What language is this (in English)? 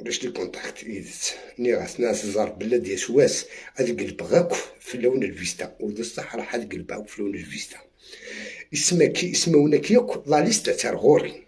Algerian Arabic